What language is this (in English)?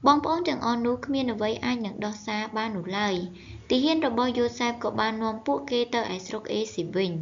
Khmer